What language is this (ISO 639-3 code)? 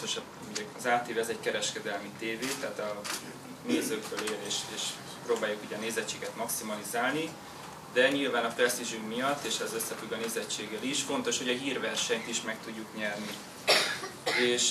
hun